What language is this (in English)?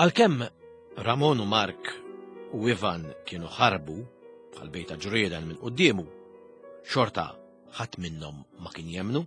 Maltese